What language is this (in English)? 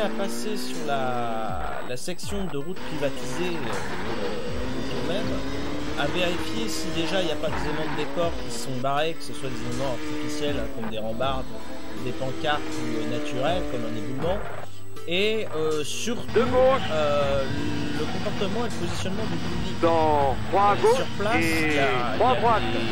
French